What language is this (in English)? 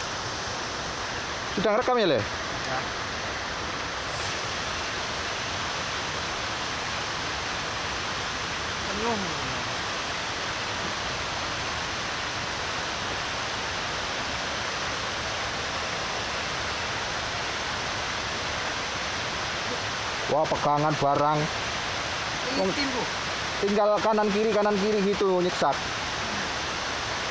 Indonesian